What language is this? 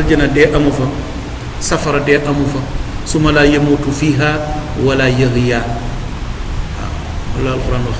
Wolof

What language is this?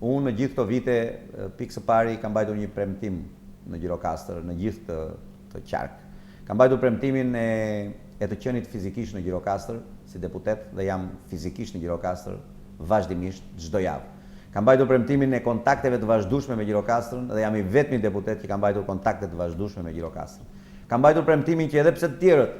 Albanian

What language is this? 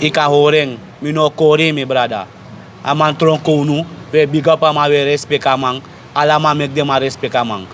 Sranan Tongo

